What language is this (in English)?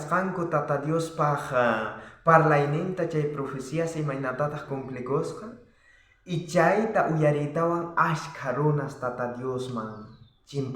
South Bolivian Quechua